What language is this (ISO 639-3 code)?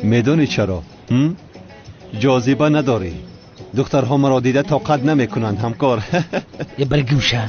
tgk